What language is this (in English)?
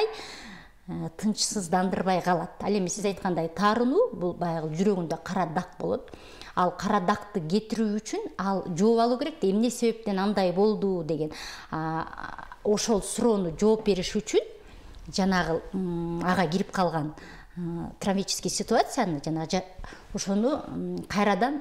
Kyrgyz